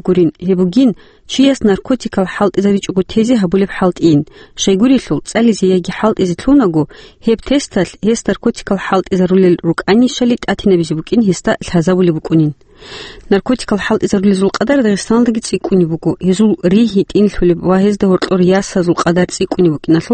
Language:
Avaric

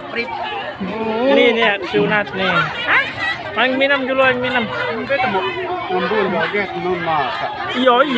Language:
Sasak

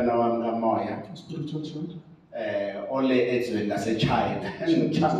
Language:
Zulu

